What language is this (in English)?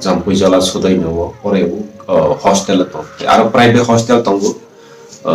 Kok Borok